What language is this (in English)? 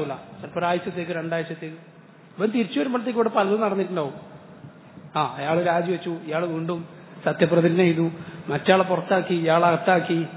Malayalam